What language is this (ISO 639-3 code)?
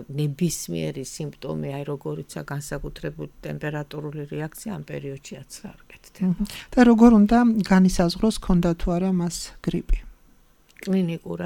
kat